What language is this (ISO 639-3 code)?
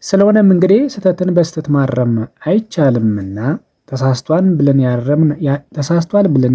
amh